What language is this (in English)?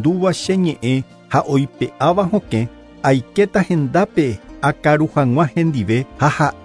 Guarani